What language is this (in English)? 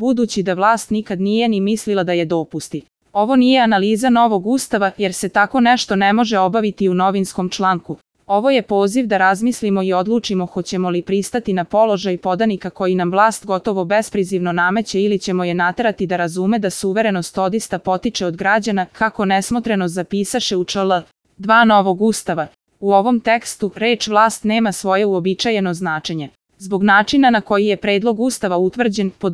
Serbian